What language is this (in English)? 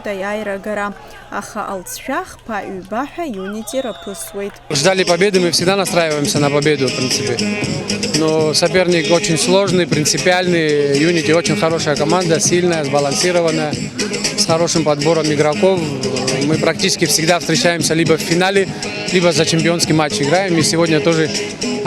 Abkhazian